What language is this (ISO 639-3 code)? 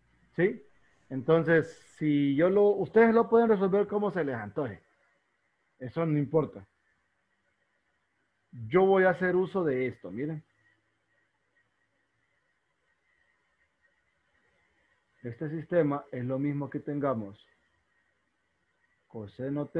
spa